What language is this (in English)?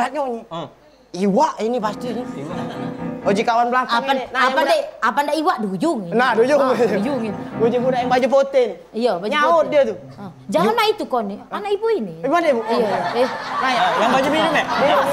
Musi